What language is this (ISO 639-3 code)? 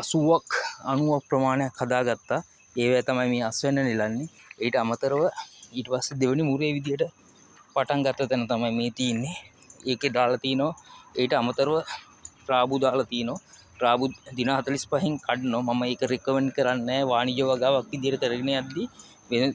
sin